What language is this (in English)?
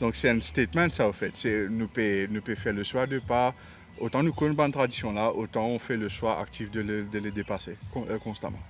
Morisyen